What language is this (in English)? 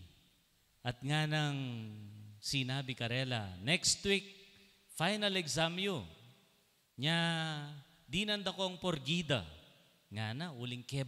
Pampanga